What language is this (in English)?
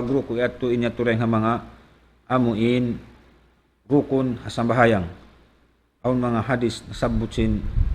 Tausug